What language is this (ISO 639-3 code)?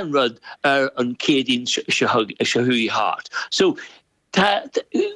gle